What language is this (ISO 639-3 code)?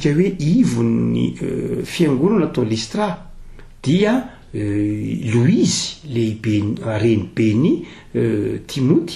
mlg